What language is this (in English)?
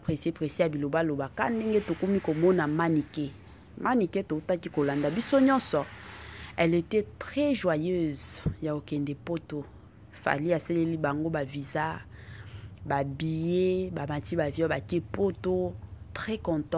Lingala